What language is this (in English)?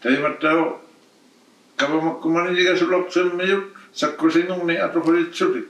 Inuktitut